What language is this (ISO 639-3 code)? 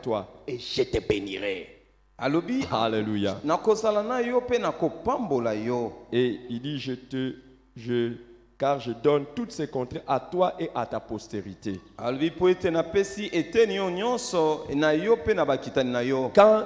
fra